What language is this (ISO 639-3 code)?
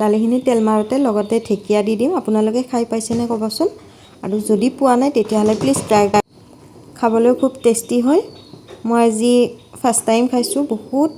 asm